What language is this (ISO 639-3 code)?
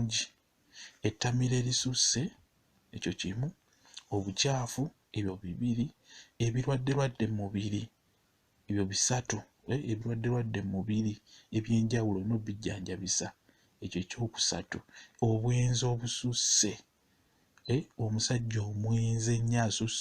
lug